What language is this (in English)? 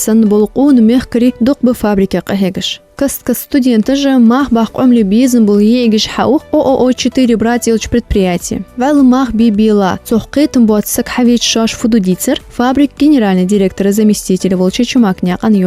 Ingush